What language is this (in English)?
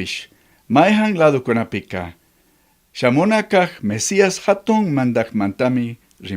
Chimborazo Highland Quichua